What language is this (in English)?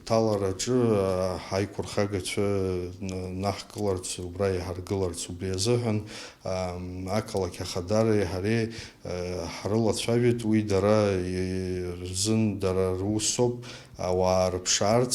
Abkhazian